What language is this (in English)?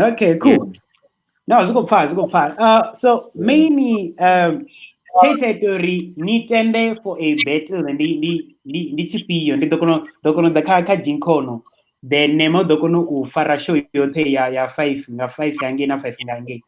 Venda